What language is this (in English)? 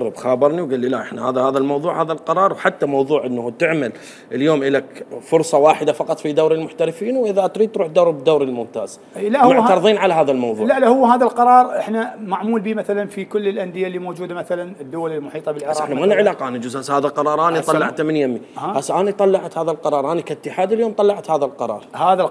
Mesopotamian Arabic